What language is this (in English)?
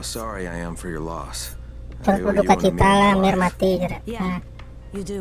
Banjar